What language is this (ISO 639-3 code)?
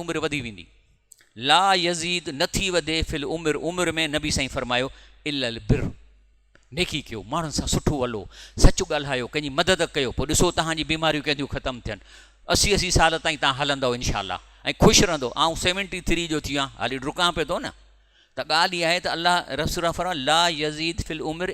snd